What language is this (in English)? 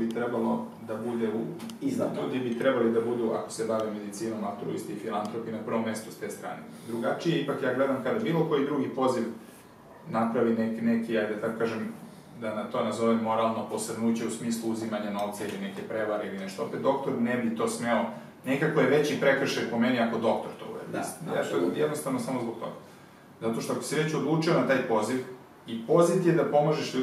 Serbian